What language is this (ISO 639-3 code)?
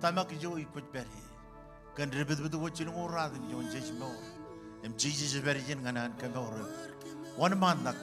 mah